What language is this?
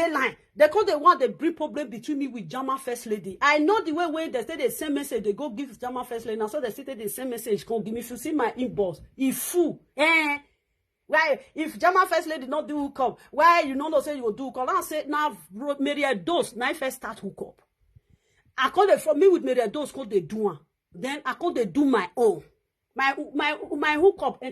Nigerian Pidgin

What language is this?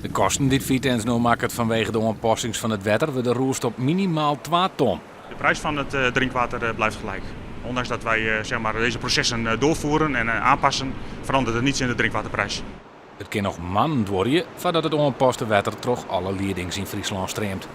Western Frisian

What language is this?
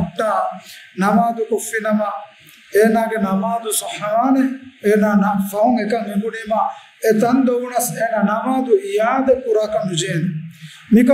Divehi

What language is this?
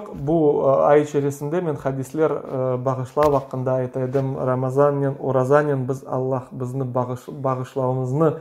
Crimean Tatar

